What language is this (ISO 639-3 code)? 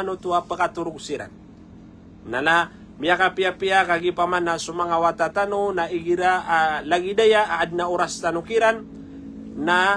mrw